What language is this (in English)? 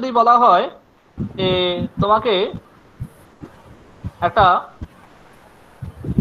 Bangla